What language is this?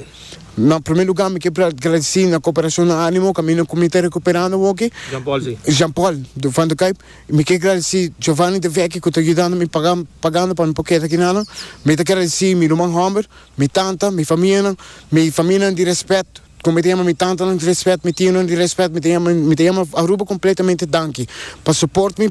Papiamento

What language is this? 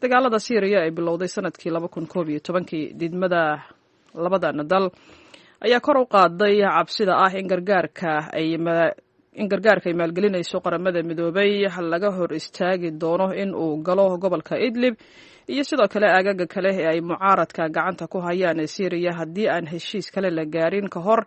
Somali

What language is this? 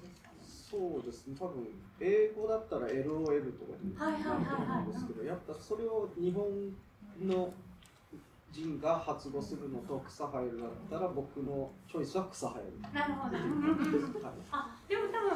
Japanese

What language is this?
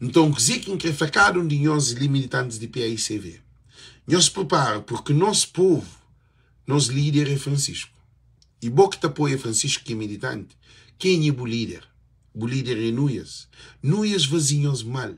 Kabuverdianu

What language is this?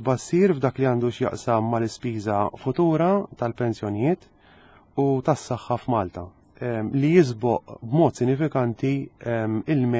Maltese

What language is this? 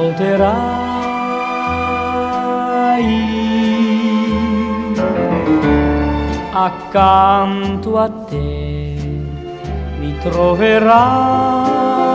Dutch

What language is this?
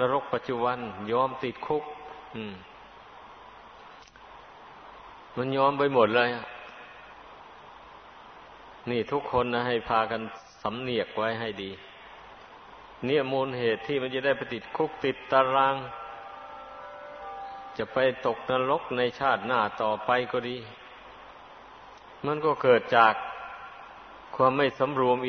Thai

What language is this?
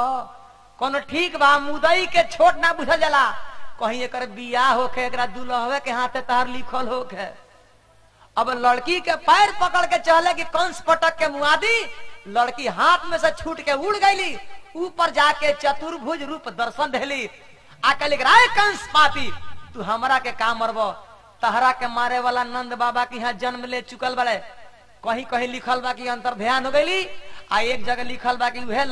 Bhojpuri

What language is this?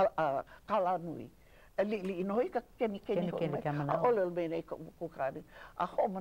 Hawaiian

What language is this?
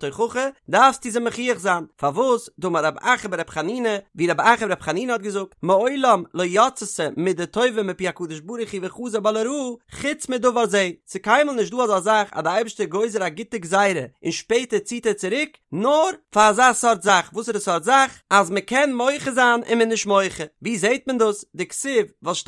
Yiddish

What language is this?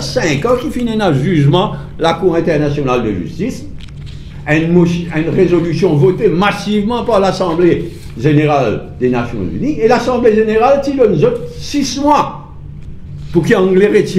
Morisyen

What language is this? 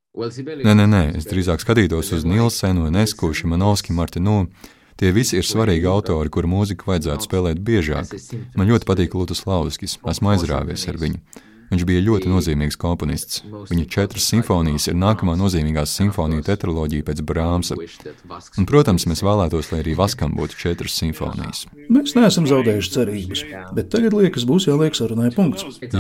Latvian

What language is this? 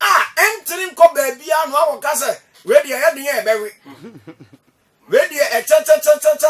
Akan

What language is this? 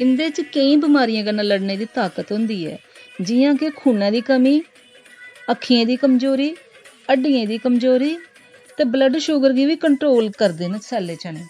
Dogri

